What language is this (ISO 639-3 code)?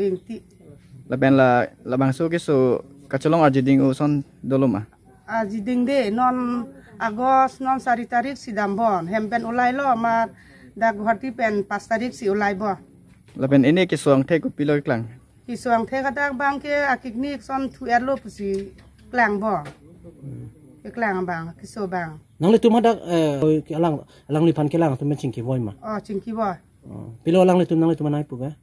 mjw